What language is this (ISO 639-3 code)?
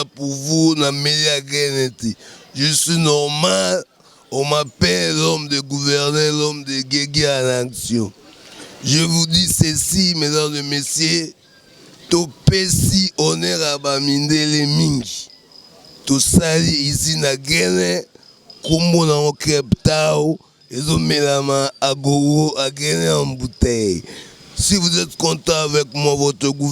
lin